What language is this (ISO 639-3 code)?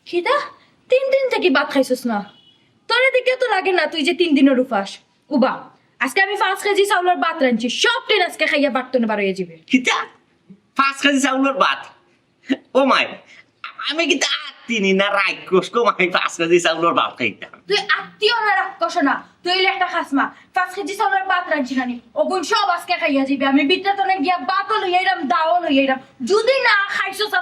syl